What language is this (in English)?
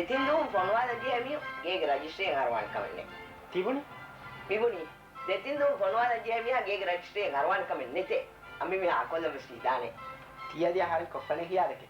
Divehi